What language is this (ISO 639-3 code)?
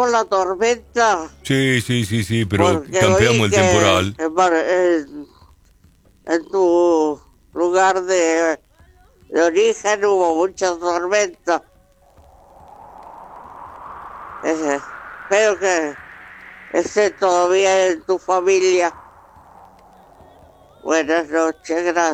spa